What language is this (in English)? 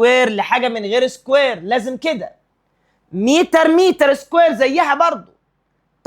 Egyptian Arabic